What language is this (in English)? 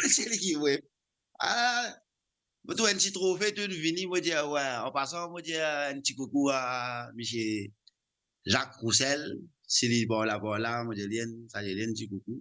Morisyen